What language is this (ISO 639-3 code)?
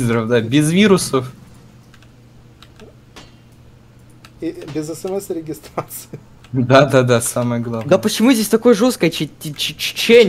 rus